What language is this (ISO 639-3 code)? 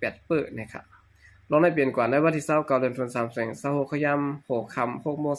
shn